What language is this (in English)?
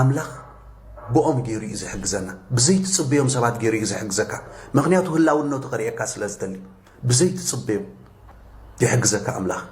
Tigrinya